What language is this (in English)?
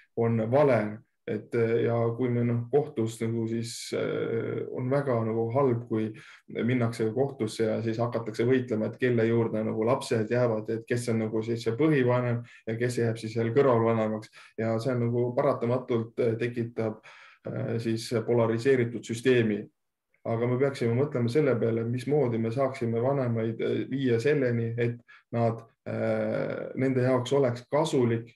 Estonian